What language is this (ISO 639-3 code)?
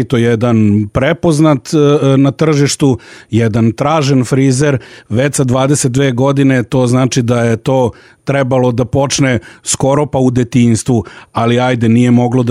srp